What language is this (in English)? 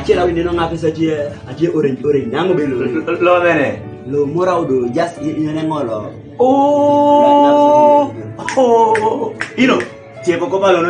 Kumam